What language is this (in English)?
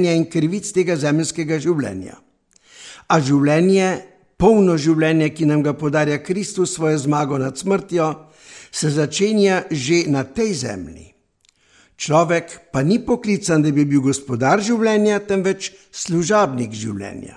Slovenian